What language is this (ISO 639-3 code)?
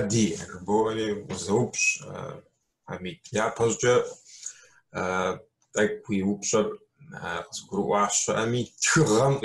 kbd